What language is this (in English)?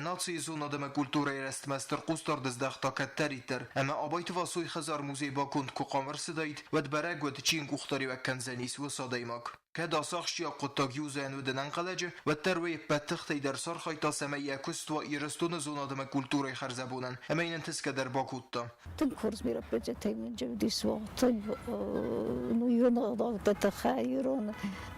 Ossetic